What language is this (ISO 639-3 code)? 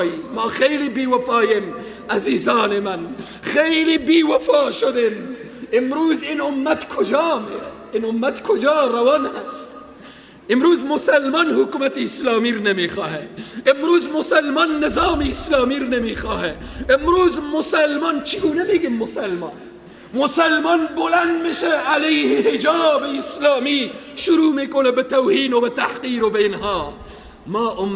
fas